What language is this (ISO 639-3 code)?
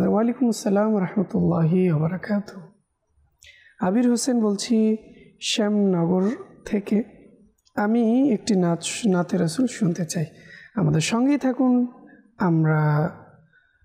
ben